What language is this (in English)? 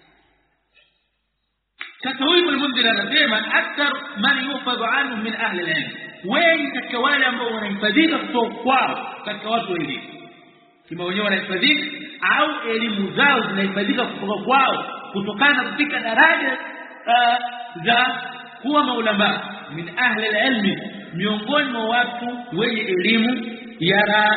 Swahili